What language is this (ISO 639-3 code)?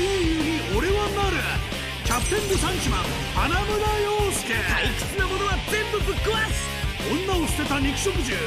jpn